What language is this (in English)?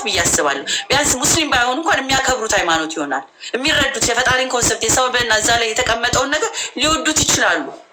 Amharic